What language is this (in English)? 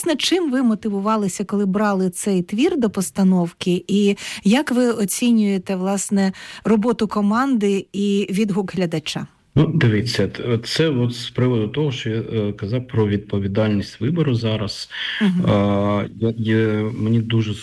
Ukrainian